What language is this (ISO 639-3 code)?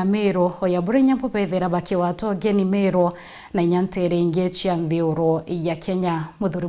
mer